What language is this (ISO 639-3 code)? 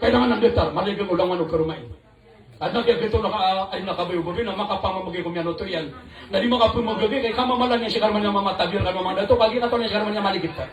mrw